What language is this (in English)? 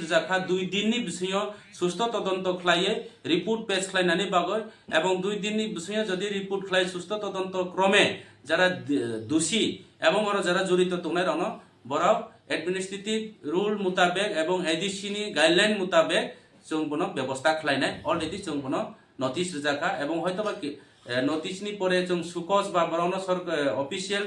Kok Borok